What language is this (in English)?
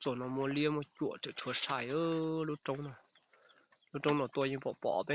Hmong